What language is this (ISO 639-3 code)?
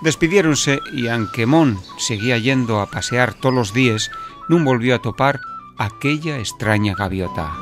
ast